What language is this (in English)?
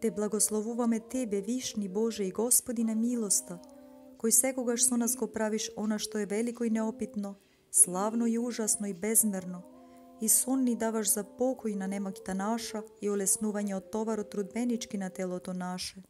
Macedonian